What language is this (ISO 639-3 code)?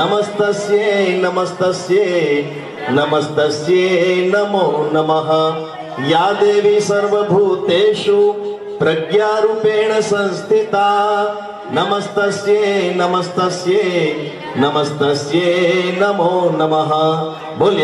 guj